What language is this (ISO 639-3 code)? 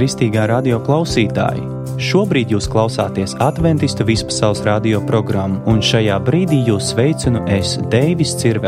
lav